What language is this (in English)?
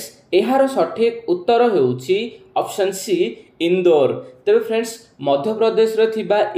Odia